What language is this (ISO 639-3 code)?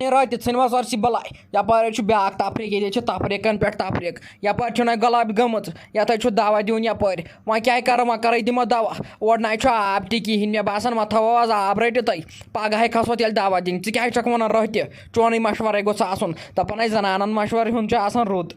kas